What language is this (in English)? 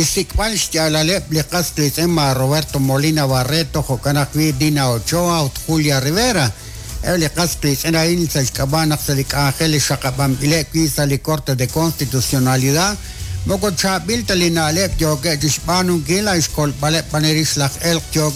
Kekchí